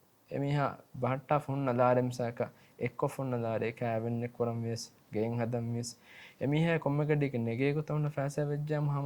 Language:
Divehi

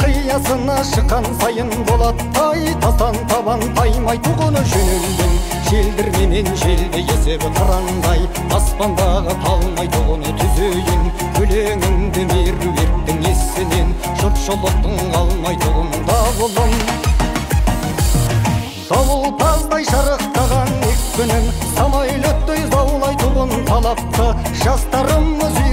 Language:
Kazakh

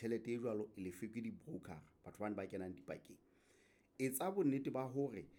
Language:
Southern Sotho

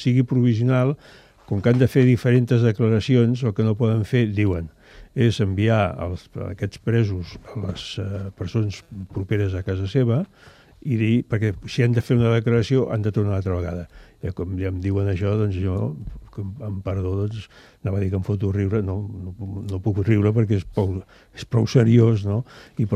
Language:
Catalan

